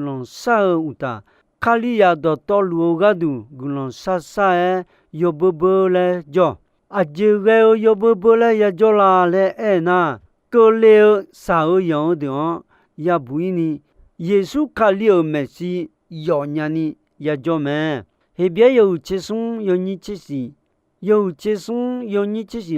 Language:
Akha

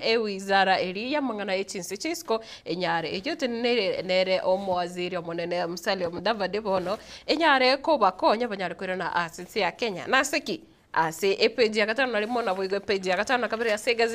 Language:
Gusii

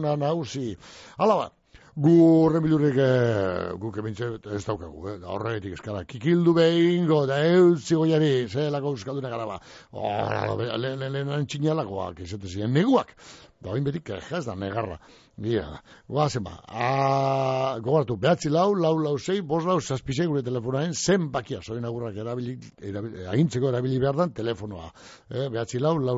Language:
Basque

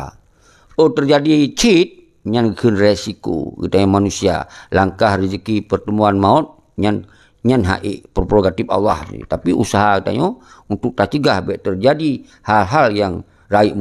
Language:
Achinese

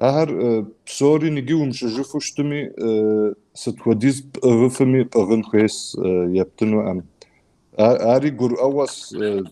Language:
Kabardian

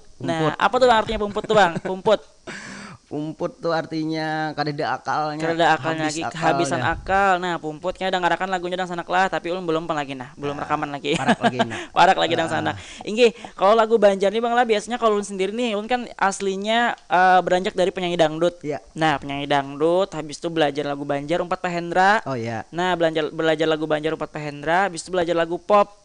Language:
Banjar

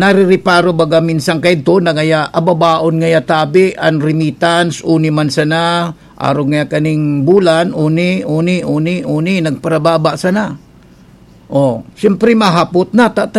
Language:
Bikol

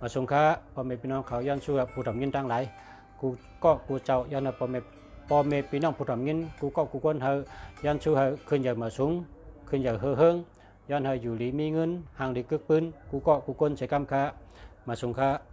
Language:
Shan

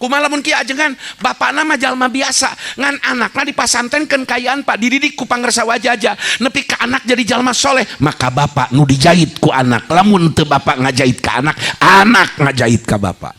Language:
Sundanese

